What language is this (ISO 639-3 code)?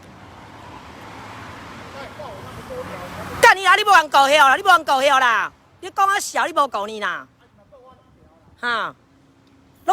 nan